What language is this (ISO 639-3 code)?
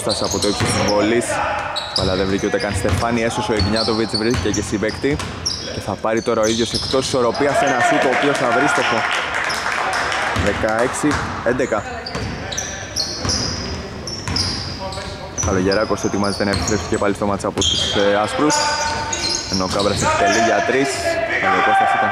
ell